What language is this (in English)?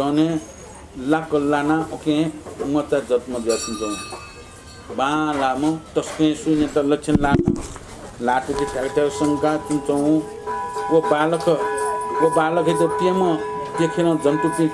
Newari